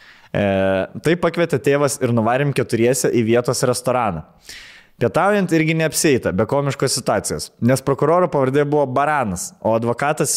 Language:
Lithuanian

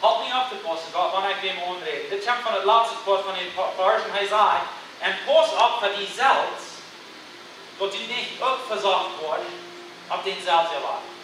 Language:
Plautdietsch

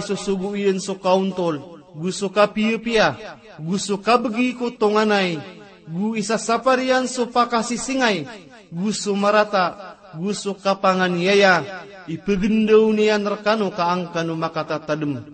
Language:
Maranao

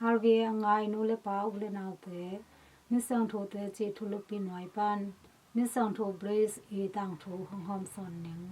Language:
Tedim Chin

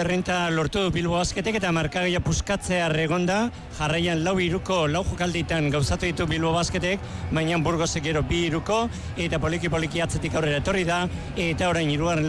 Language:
Basque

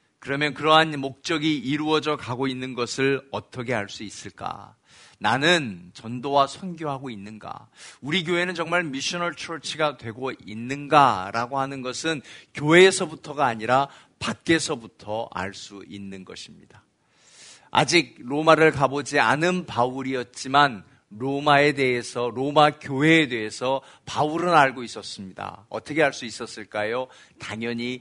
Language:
Korean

